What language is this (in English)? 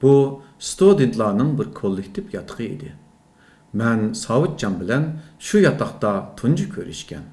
Uyghur